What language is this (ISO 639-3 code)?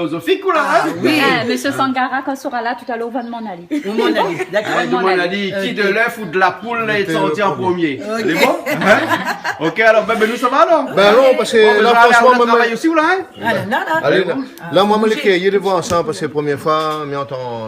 rcf